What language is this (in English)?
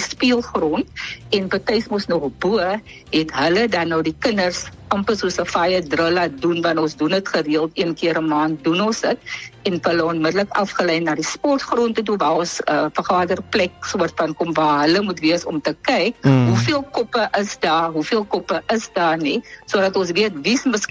Afrikaans